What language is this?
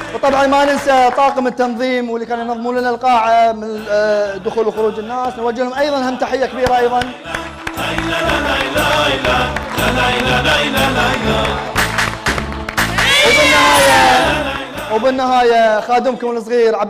Gulf Arabic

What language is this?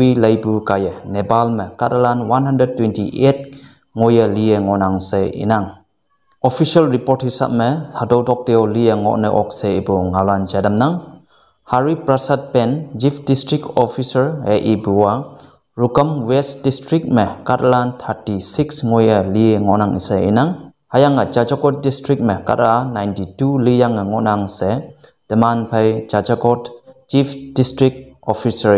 Konyak Naga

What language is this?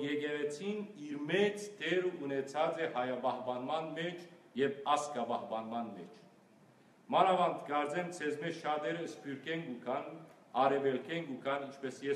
Western Armenian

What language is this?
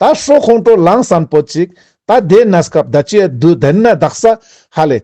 Ladakhi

